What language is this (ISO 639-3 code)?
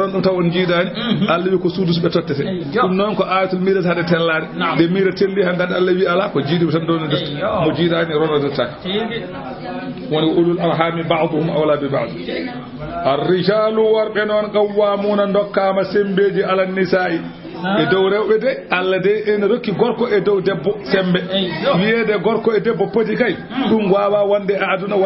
ful